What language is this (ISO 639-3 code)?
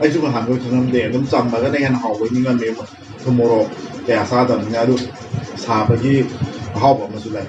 mni